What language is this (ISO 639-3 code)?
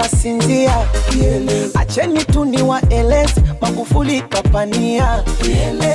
swa